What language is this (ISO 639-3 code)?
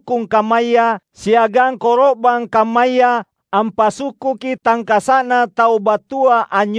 mak